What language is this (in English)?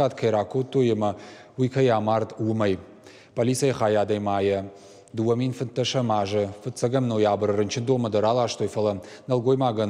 Ossetic